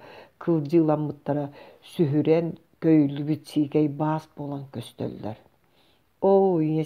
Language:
Yakut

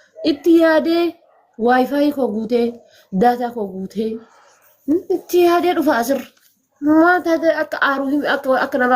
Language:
Oromo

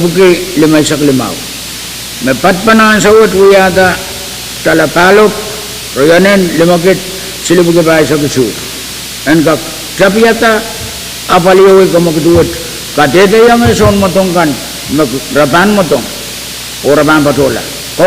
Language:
Pohnpeian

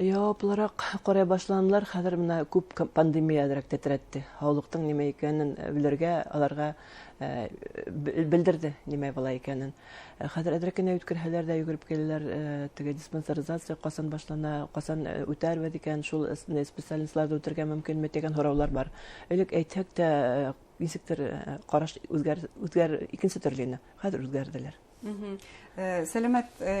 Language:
Bashkir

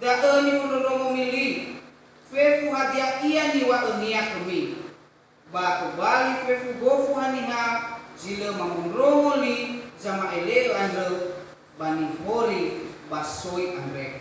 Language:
Nias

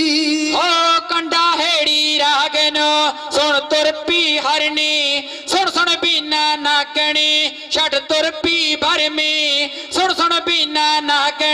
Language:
Punjabi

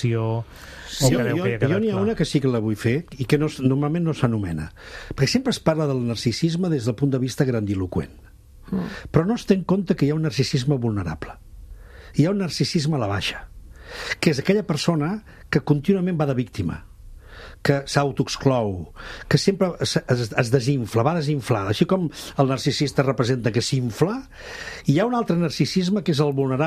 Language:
Catalan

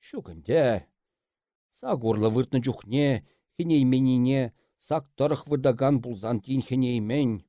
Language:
Chuvash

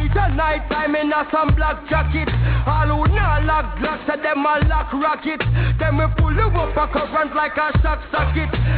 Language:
English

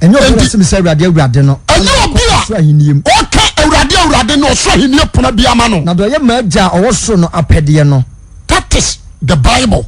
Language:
Akan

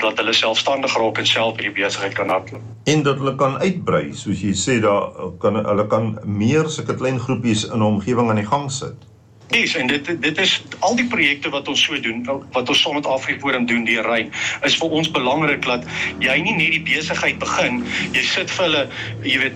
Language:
Afrikaans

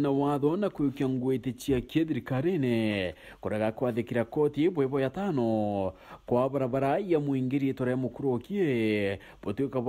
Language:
Meru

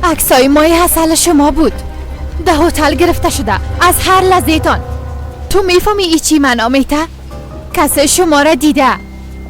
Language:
Persian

